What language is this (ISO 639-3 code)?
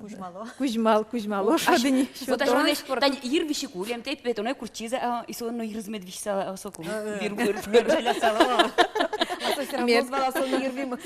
udm